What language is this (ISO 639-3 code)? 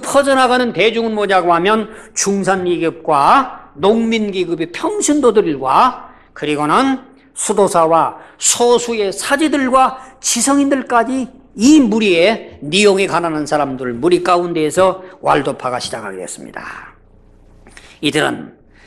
kor